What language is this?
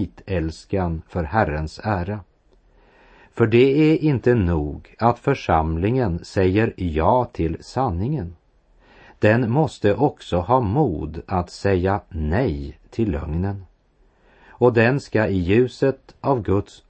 Swedish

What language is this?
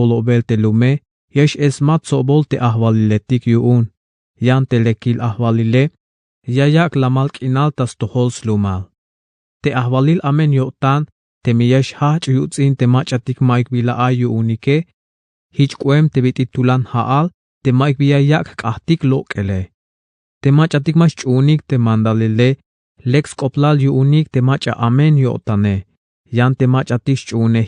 Tzeltal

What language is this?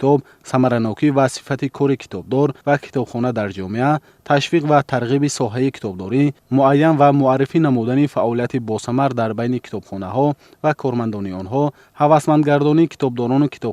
Tajik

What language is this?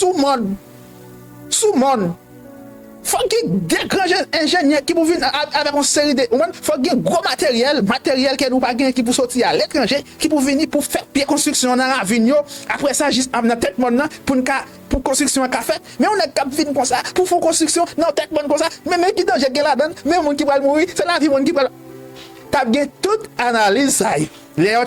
Haitian Creole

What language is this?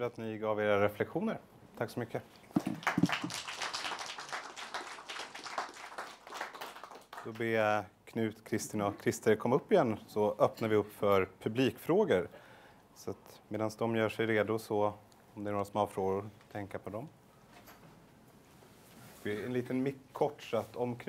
Swedish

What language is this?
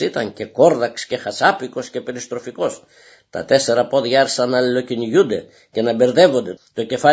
Greek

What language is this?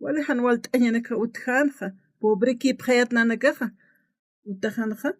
Aymara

